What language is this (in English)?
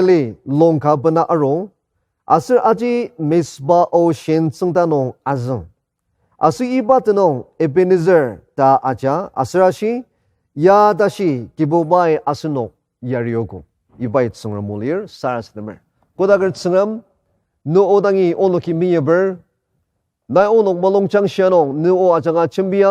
Ao Naga